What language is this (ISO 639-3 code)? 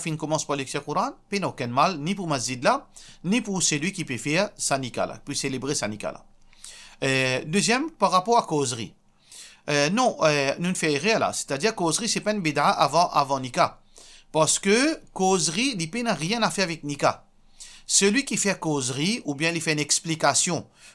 mfe